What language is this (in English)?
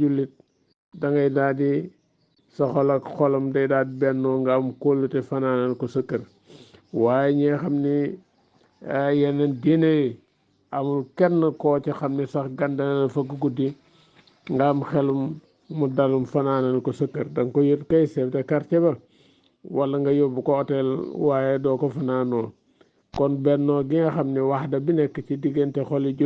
Wolof